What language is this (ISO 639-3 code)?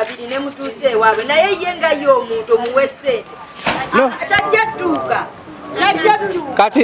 lug